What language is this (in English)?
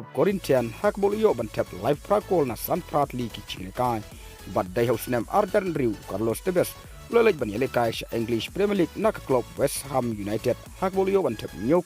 Khasi